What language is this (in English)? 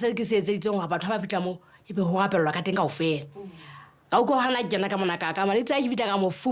Southern Sotho